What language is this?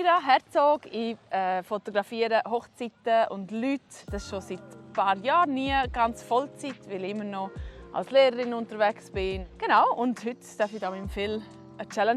Swiss German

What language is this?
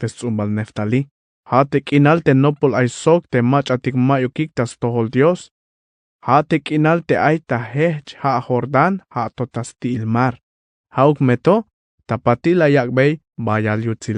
Tzeltal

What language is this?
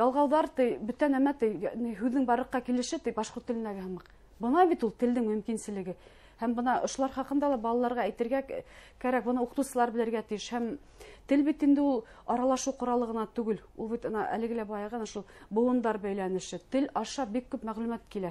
Bashkir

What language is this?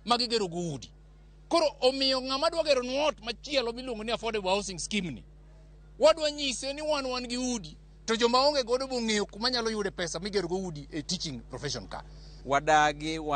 Luo (Kenya and Tanzania)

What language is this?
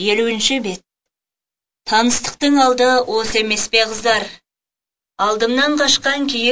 Kazakh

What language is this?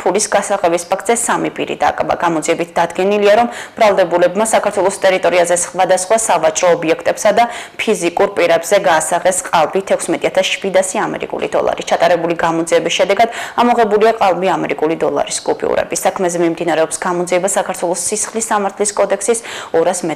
Georgian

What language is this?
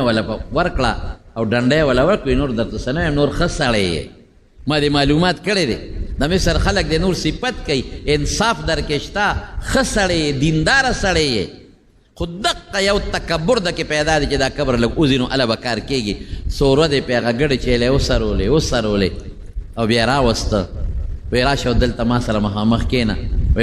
Pashto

